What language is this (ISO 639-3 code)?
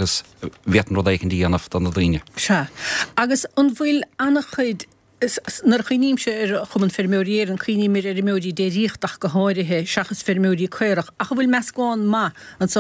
gle